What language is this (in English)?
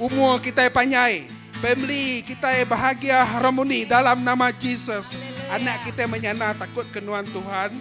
Iban